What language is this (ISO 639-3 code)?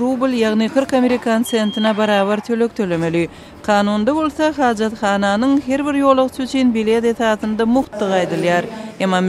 tuk